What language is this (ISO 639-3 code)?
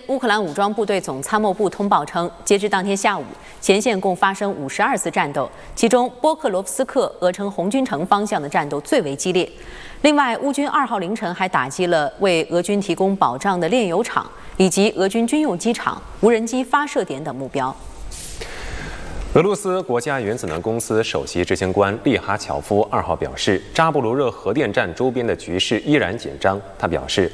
zho